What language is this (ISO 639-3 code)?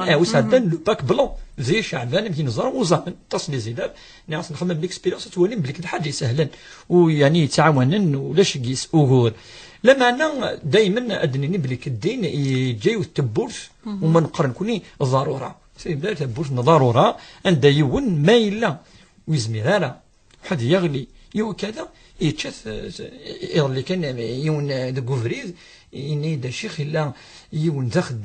kab